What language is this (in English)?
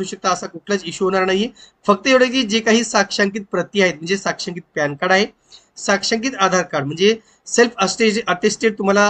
Marathi